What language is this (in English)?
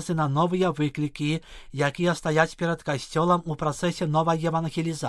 Belarusian